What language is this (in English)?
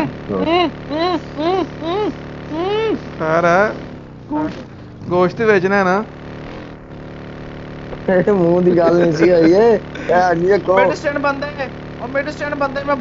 Punjabi